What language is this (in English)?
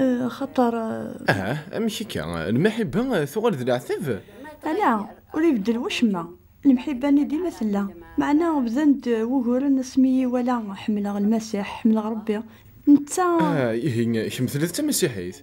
Kabyle